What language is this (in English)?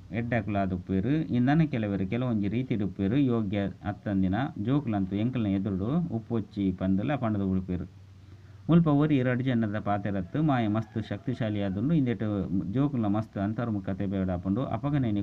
Tulu